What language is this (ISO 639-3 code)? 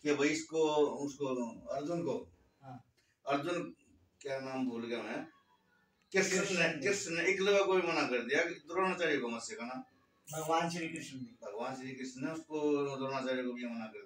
hin